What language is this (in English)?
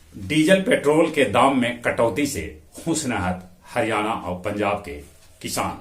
Magahi